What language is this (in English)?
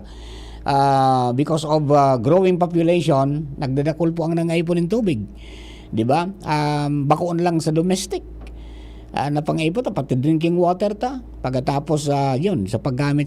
Bikol